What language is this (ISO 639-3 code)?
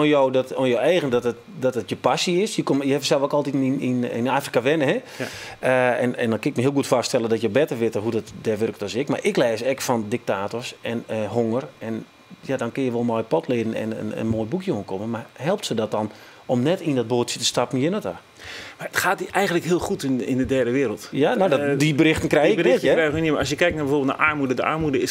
fry